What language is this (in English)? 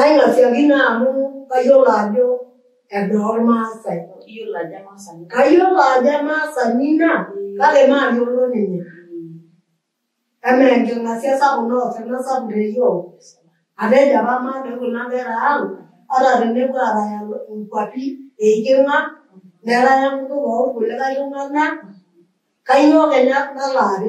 Masai